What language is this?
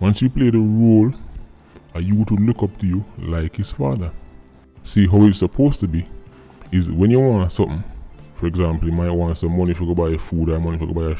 Jamaican Creole English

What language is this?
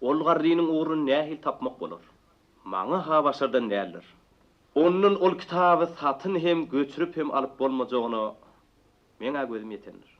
Turkmen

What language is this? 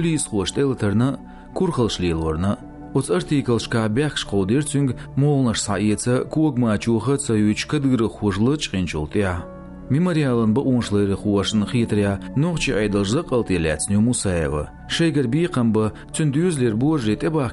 Chechen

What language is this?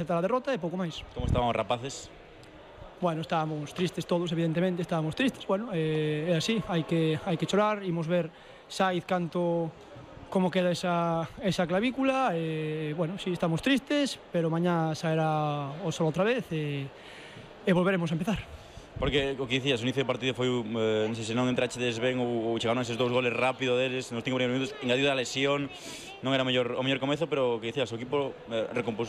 Galician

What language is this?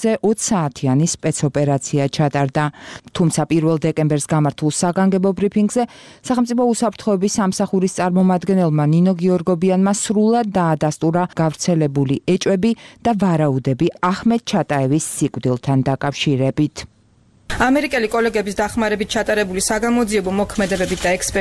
Georgian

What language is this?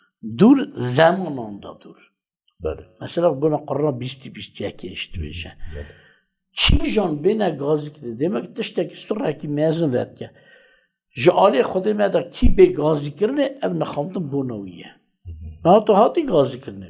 Kurdish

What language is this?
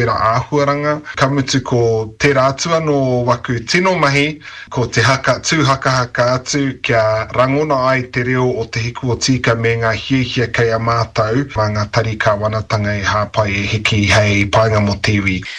Māori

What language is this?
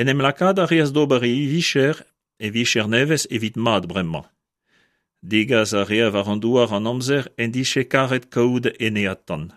Breton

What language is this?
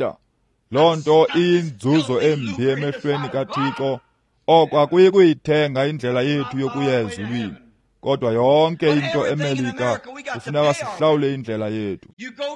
Xhosa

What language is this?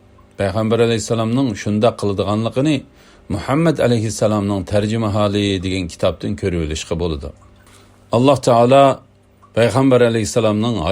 Uyghur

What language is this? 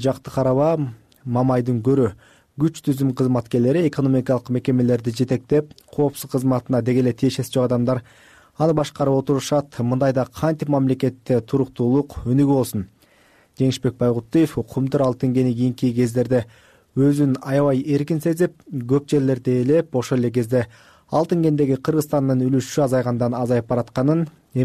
Kyrgyz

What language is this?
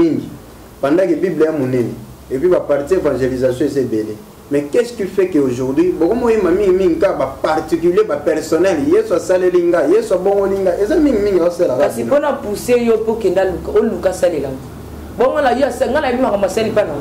Lingala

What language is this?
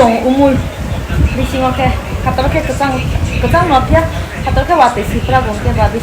Kok Borok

